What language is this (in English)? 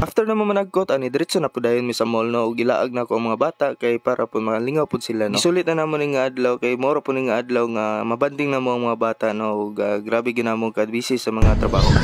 Cebuano